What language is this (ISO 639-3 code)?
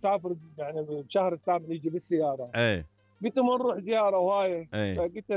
acm